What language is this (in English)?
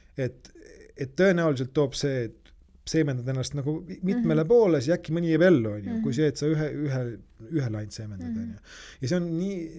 Estonian